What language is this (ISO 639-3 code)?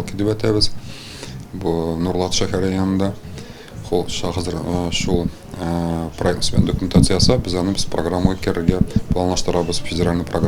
tat